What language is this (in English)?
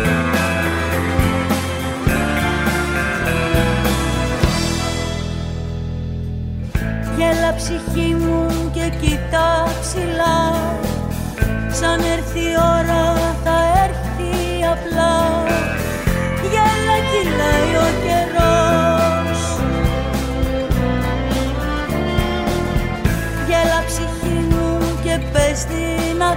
Greek